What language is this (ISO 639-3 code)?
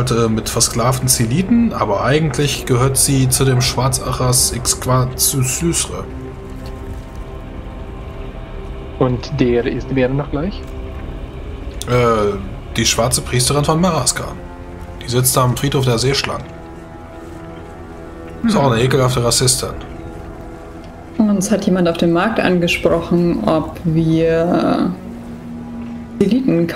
deu